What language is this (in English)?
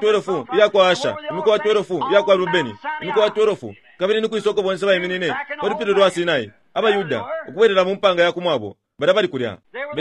Bemba